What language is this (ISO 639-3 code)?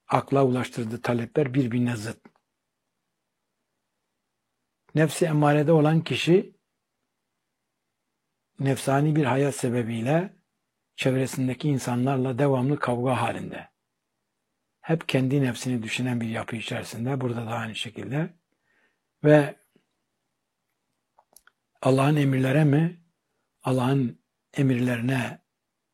tur